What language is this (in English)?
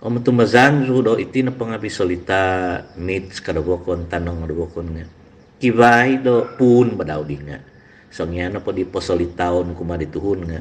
Central Dusun